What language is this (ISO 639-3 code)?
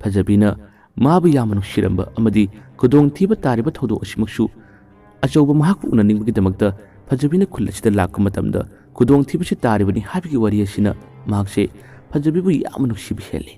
mni